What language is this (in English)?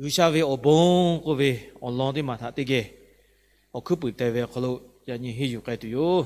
Lahu